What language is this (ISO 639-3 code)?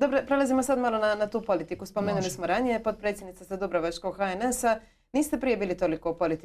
hrv